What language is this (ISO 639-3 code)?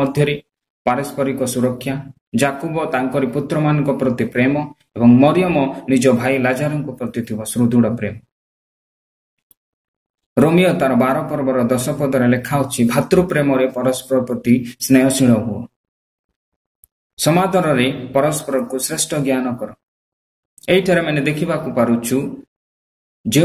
ori